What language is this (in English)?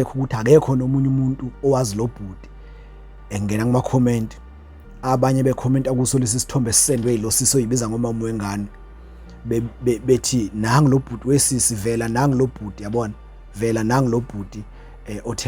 Zulu